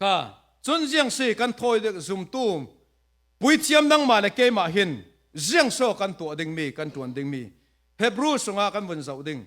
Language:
Falam Chin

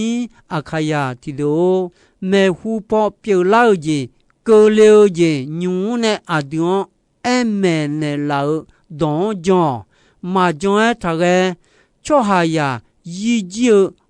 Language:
Akha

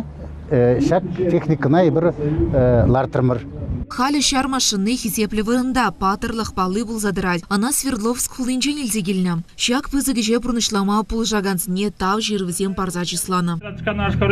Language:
Chuvash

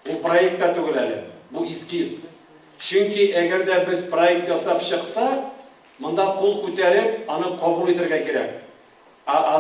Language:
Tatar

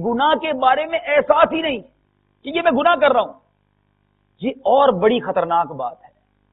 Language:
Urdu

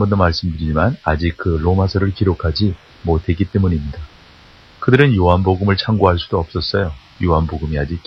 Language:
Korean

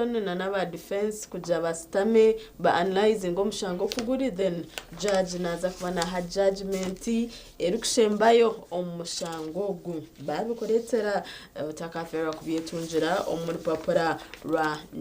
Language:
Nyankole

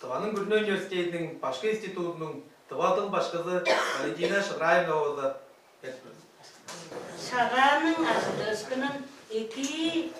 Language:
Tuvinian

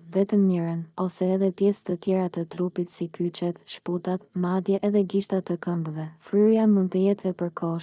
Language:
Albanian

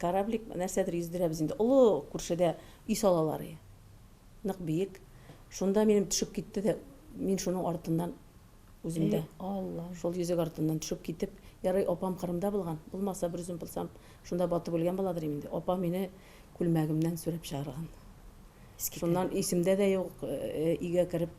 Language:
Tatar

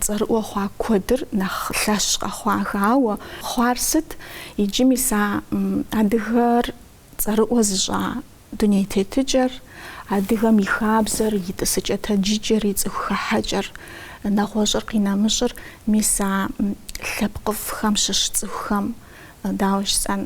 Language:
Kabardian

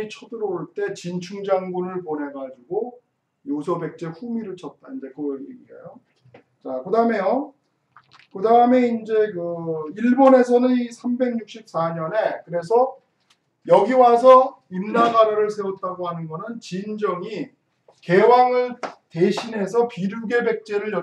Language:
Korean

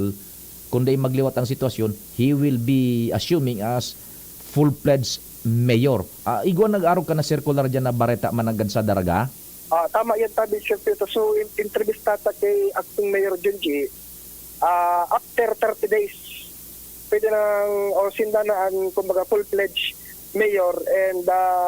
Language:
Bikol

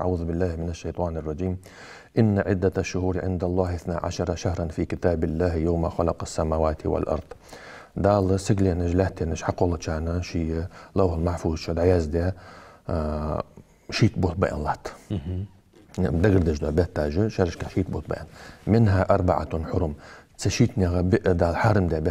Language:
Ingush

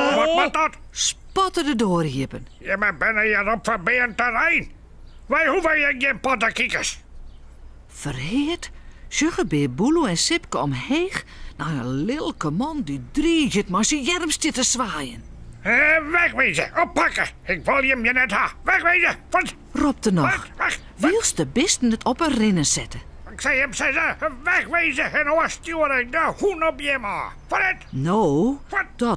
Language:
Western Frisian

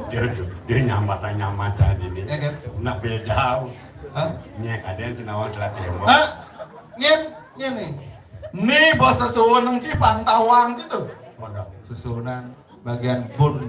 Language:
Balinese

